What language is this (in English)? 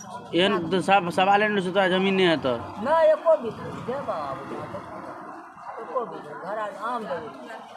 Maithili